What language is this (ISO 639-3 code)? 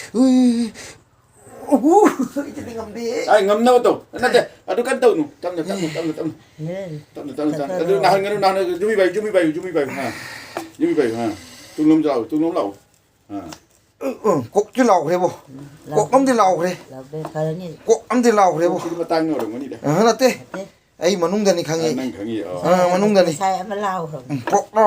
mni